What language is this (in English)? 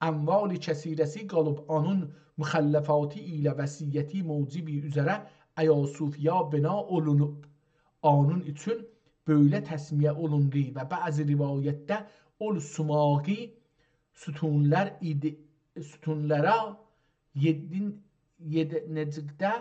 South Azerbaijani